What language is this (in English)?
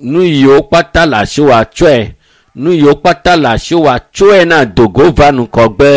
Ewe